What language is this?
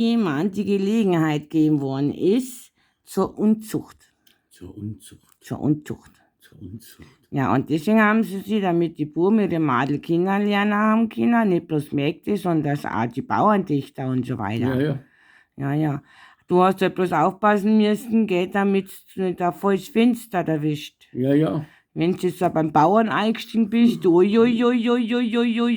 Bavarian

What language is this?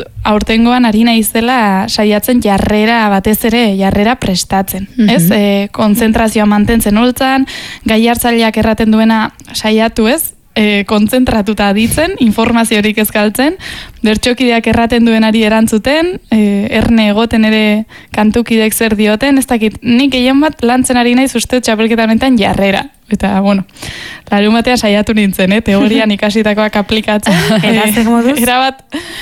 Basque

